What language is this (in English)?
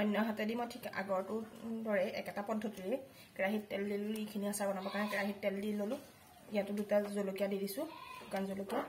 Assamese